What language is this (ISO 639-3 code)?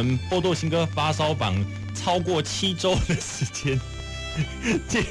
nan